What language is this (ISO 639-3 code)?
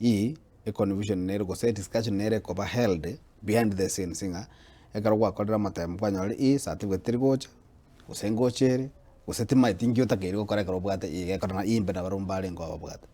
guz